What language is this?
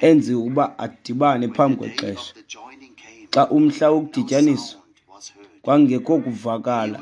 Xhosa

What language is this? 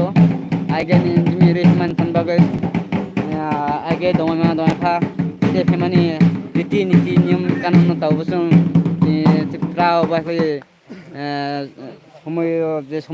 Kok Borok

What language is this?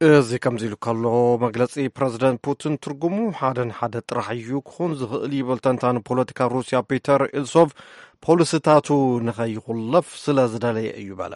Tigrinya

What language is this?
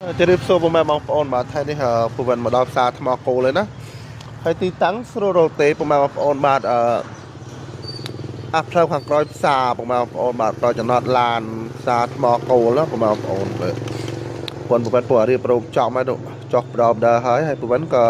Khmer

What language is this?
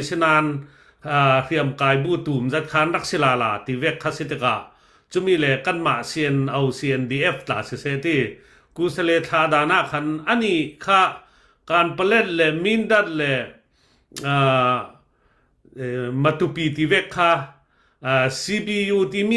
Falam Chin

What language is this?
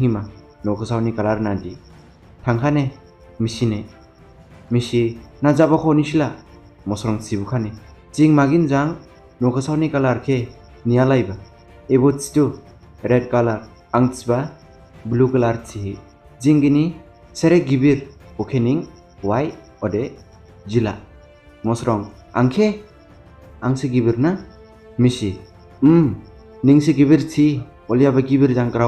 Dimasa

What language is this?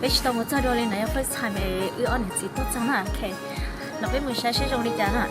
Hmong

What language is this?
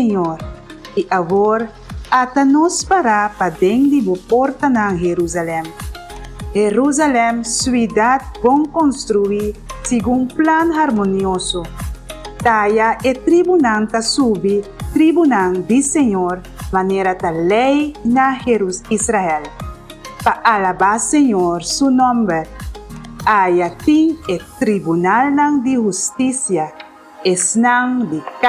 Papiamento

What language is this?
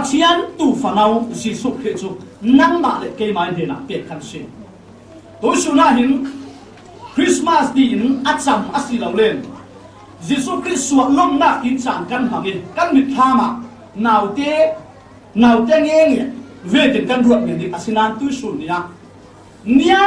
Falam Chin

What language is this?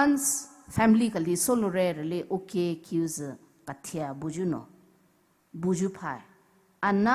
Poumei Naga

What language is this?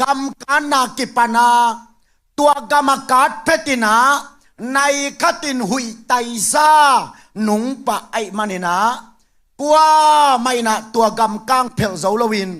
Tedim Chin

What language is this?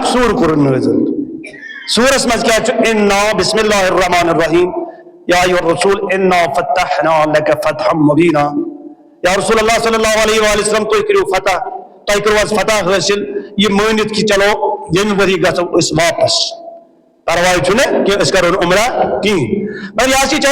Kashmiri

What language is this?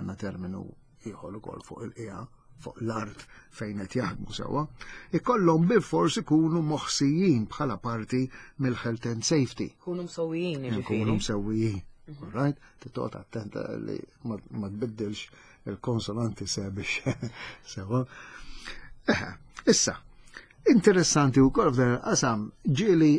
Maltese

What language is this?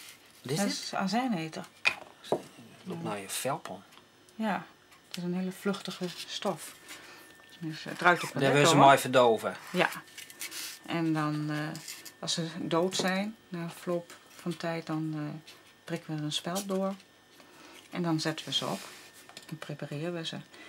Western Frisian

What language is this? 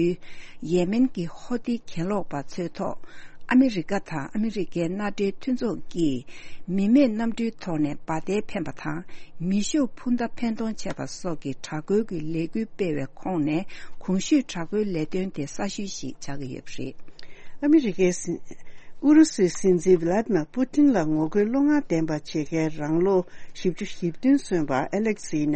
Tibetan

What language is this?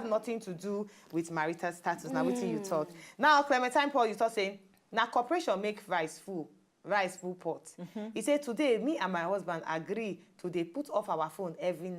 Nigerian Pidgin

